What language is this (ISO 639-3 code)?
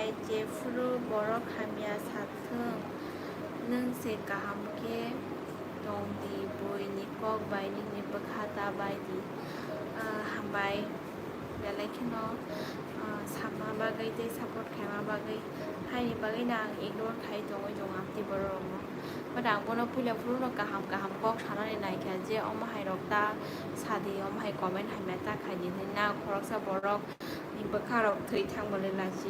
trp